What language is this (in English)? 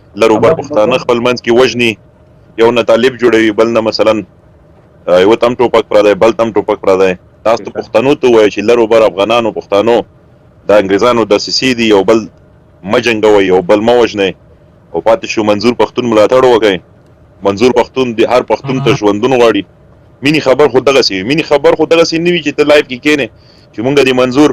Pashto